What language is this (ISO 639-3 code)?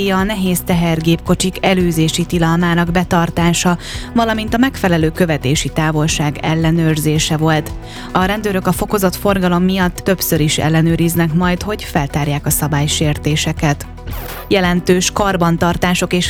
hun